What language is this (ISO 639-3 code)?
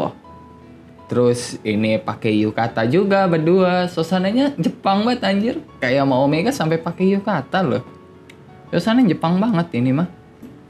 ind